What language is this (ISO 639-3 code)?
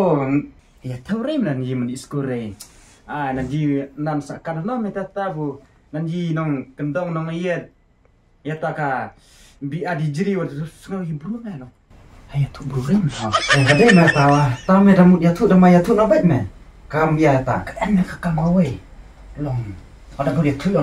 kha